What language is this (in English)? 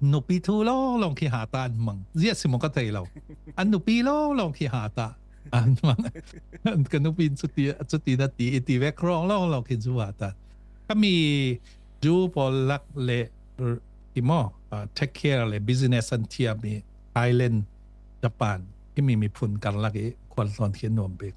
Falam Chin